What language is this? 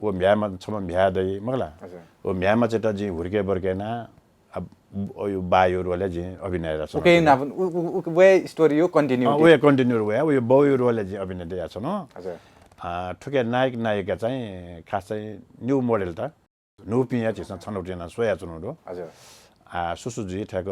Newari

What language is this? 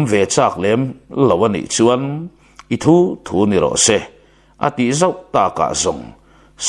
Mizo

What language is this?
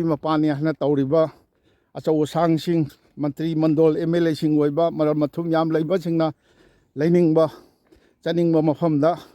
Manipuri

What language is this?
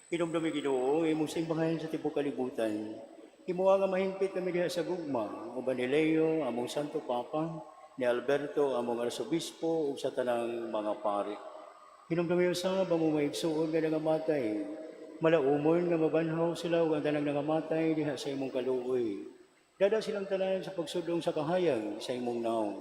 Cebuano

